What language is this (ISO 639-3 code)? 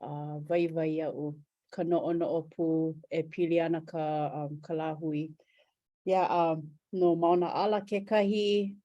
haw